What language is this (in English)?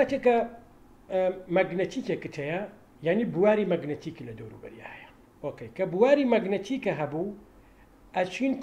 Central Kurdish